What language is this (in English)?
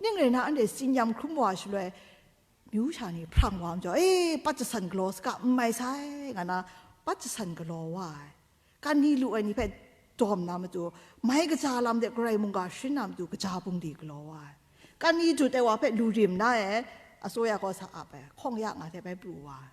Kachin